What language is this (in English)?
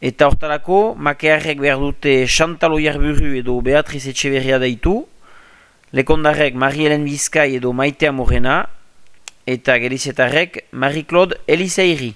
Basque